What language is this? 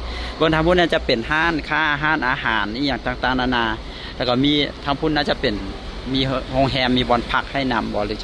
Lao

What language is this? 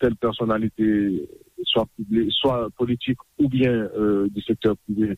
Haitian Creole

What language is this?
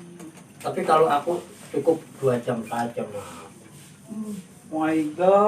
Betawi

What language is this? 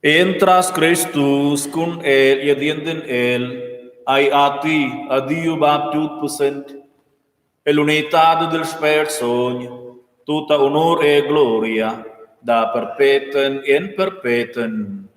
Romansh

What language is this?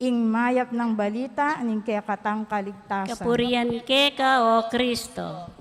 Pampanga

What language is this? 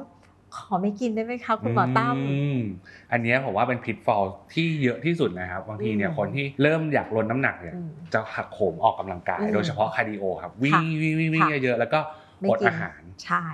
Thai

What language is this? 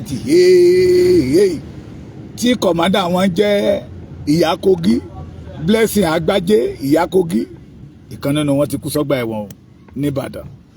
Yoruba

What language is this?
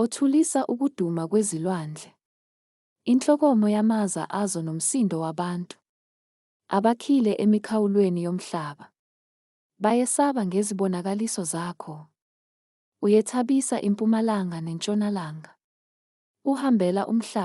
Zulu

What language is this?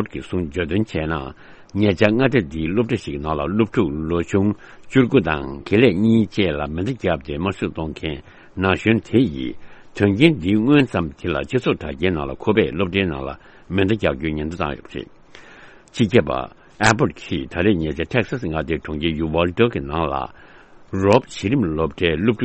Tibetan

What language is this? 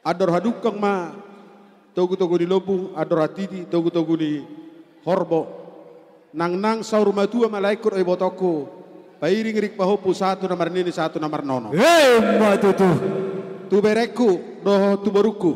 Batak Toba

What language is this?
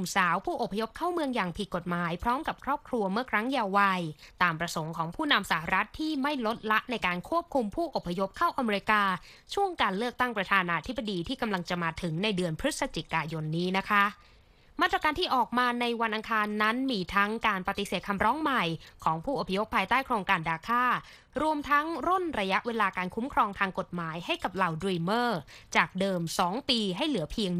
Thai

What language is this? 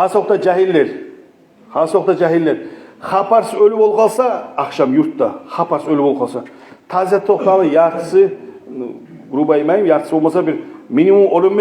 Kumyk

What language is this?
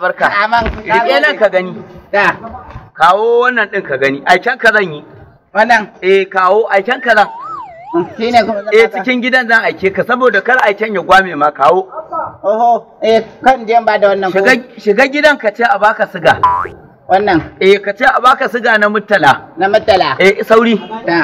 Hausa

